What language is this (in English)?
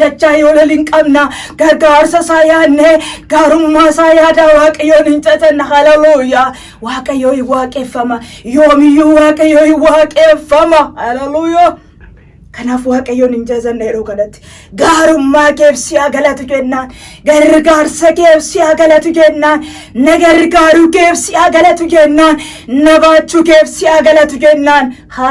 Oromo